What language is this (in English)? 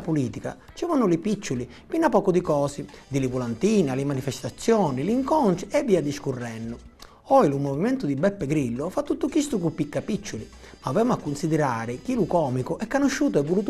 Sicilian